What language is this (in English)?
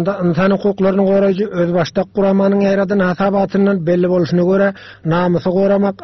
Turkmen